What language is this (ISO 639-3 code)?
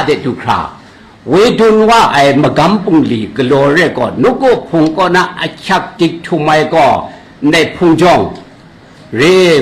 kac